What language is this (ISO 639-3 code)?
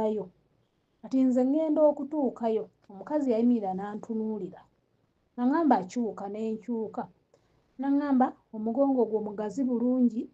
lug